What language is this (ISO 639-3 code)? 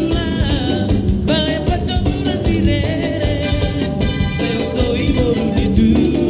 bbc